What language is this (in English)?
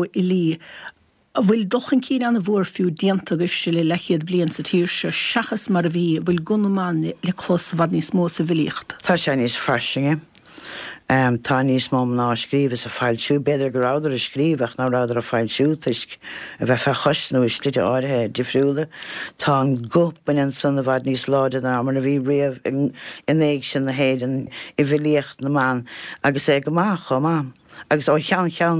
Irish